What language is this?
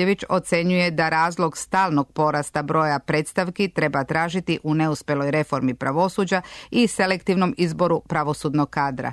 Serbian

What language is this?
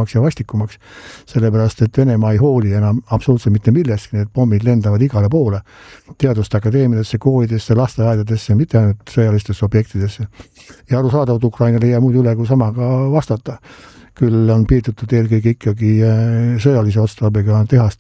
Estonian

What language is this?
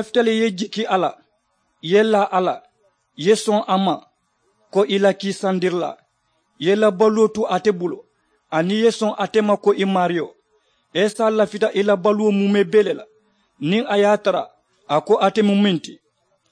Mandingo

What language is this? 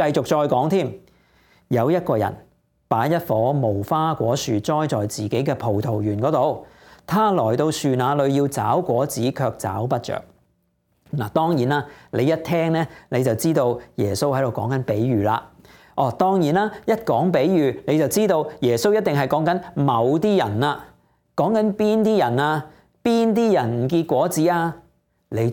Cantonese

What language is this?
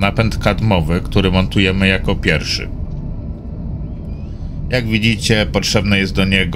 Polish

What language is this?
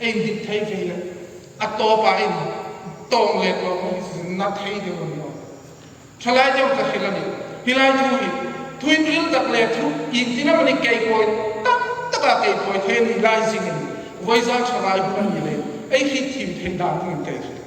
Hmar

